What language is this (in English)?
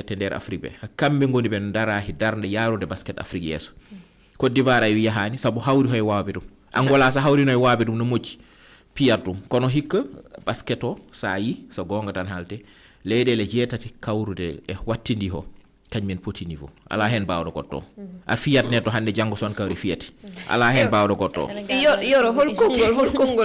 Fula